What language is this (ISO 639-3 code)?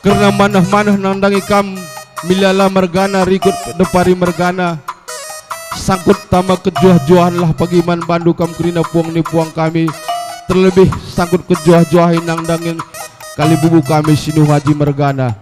btx